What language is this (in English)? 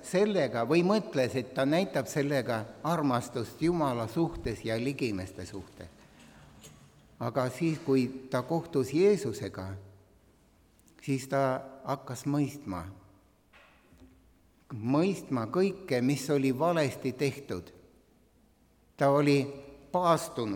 Estonian